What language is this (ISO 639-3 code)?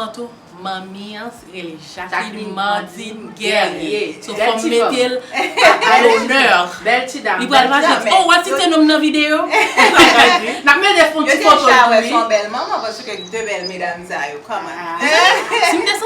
hat